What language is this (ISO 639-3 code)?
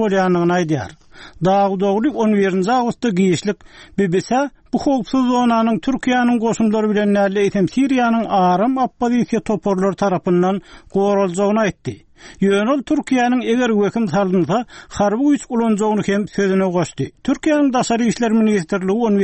tuk